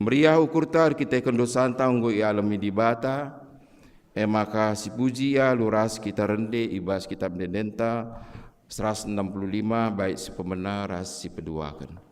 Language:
Batak Karo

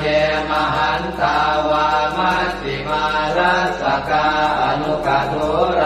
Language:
Pali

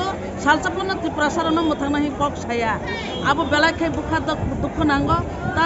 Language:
Kok Borok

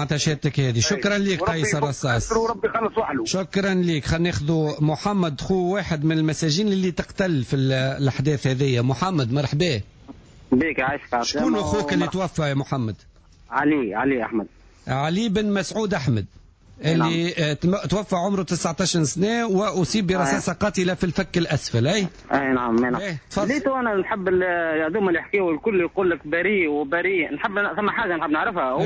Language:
Tunisian Arabic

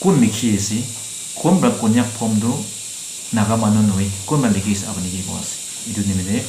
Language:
Naga Pidgin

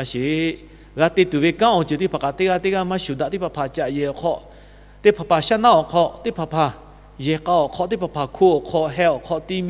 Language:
Lahu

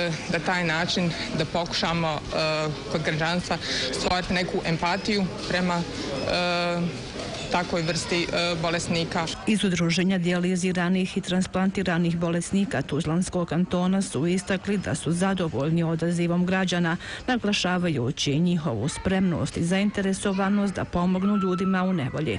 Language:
Bosnian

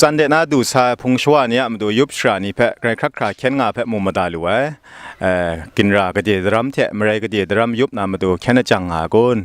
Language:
Kachin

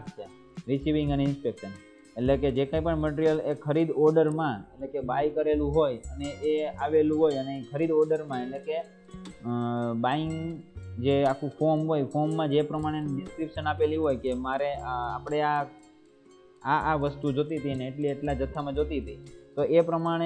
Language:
Gujarati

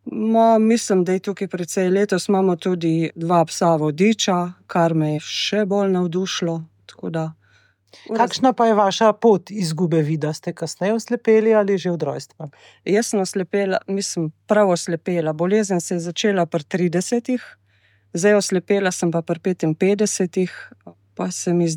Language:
Slovenian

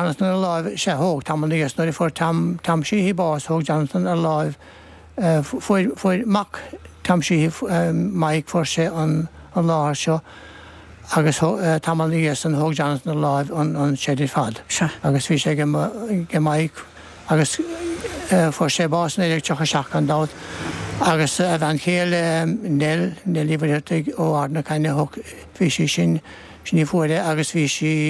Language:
Irish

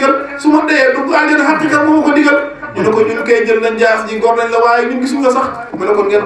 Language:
Wolof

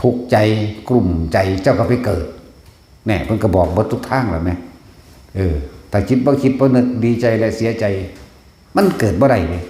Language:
Northeastern Thai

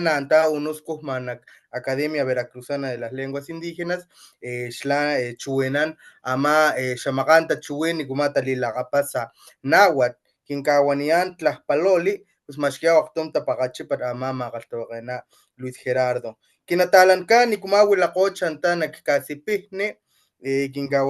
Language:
Papantla Totonac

